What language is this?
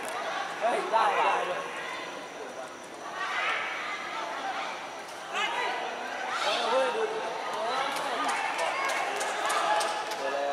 Thai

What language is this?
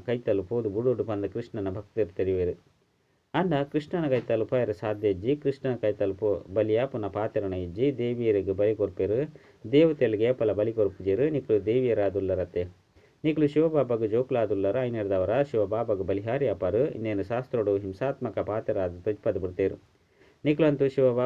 Tulu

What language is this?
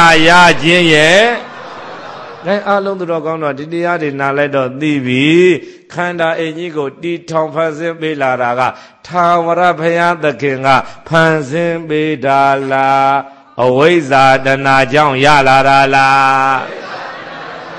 Burmese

